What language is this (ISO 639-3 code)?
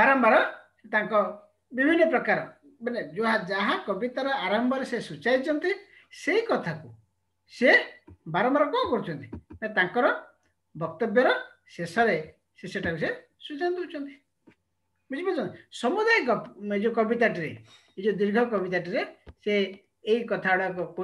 ori